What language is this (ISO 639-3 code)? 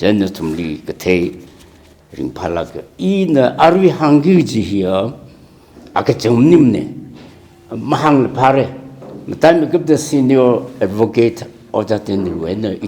nmf